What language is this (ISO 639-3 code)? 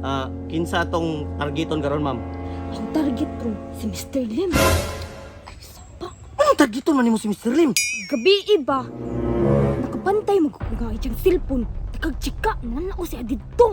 ceb